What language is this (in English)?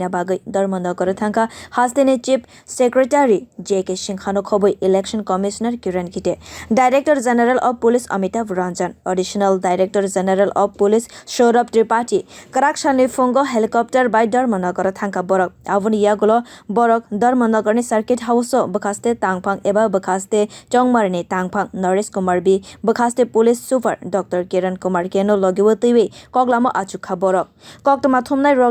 Kok Borok